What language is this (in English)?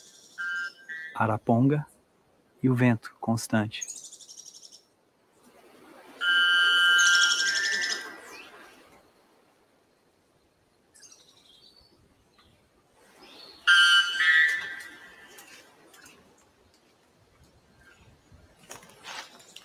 Portuguese